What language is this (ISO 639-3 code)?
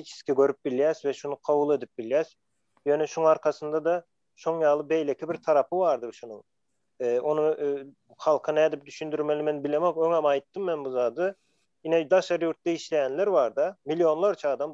tuk